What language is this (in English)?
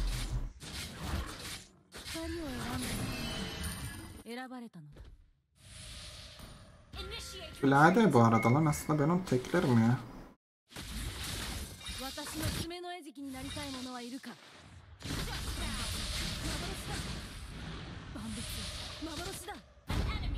Turkish